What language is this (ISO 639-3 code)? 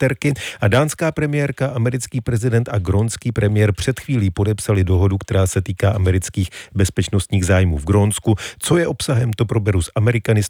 ces